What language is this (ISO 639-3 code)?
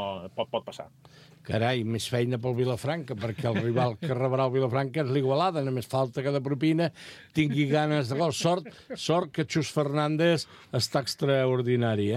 cat